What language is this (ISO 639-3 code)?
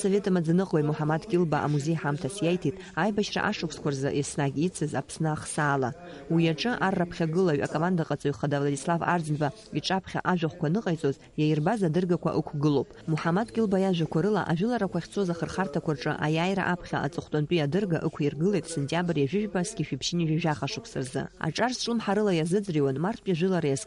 abk